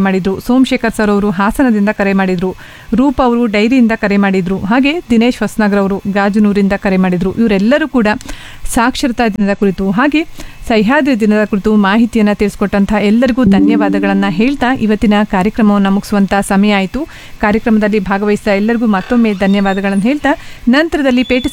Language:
Kannada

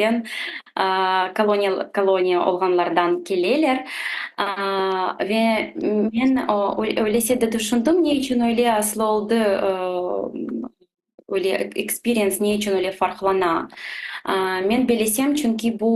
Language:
Crimean Tatar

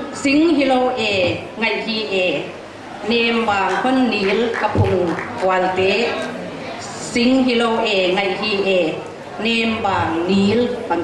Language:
Paite Chin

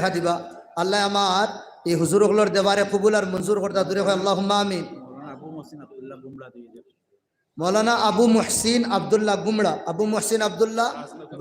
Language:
Sylheti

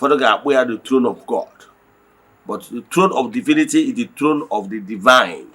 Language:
Igbo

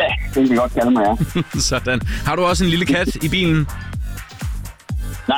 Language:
Danish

